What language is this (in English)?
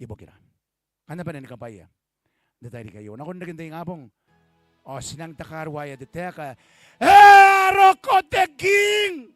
Gilbertese